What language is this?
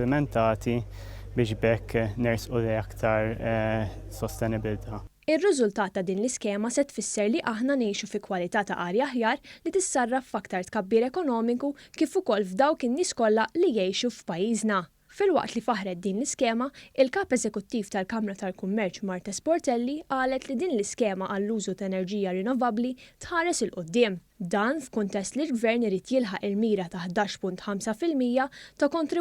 Maltese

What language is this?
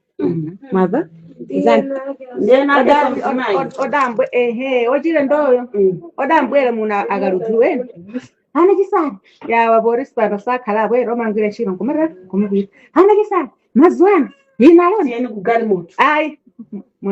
Nyanja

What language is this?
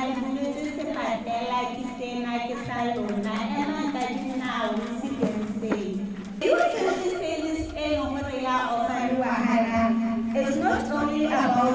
Tswana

